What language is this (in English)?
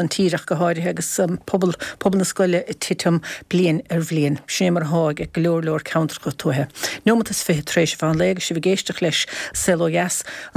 Irish